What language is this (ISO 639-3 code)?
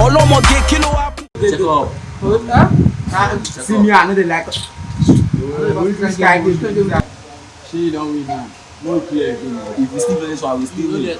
pcm